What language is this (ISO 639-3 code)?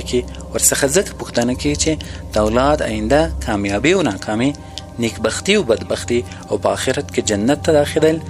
pus